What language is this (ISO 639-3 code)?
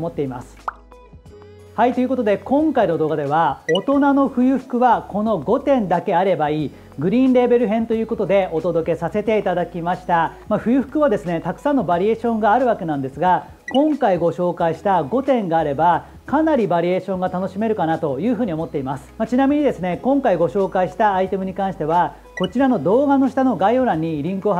jpn